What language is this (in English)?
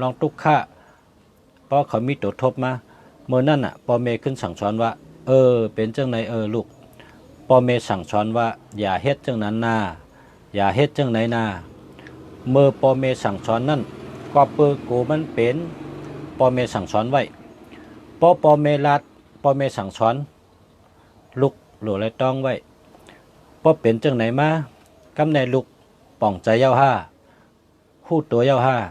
Shan